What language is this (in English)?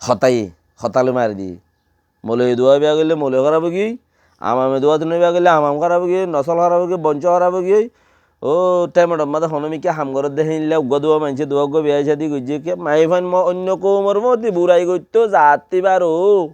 Rohingya